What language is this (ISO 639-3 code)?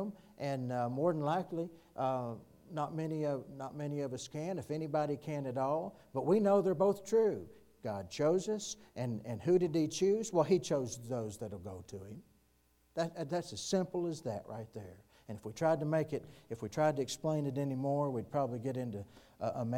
eng